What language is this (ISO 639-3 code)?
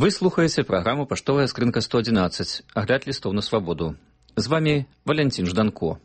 bel